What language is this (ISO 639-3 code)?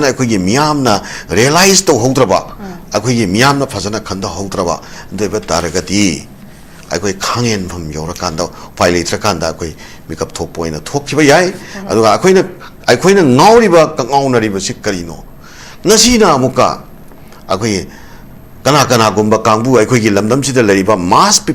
mni